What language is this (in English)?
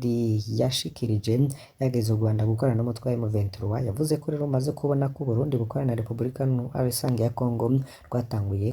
Rundi